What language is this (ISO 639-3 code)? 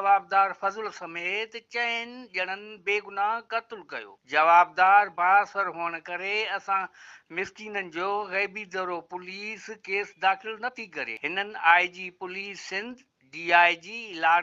snd